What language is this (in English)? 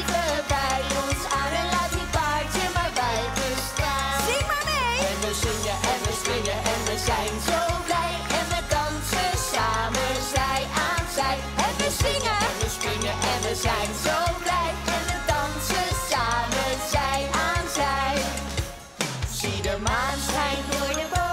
Dutch